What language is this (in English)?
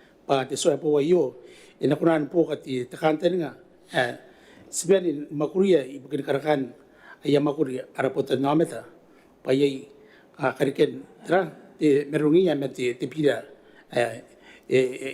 Gilbertese